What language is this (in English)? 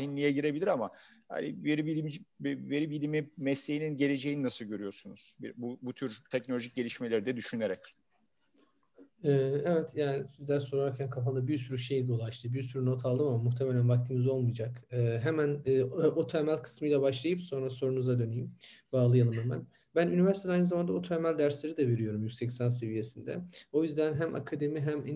Turkish